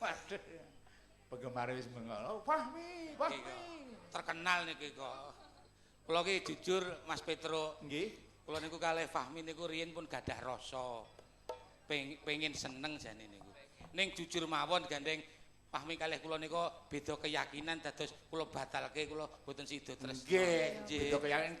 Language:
Javanese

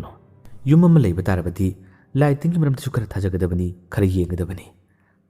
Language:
Manipuri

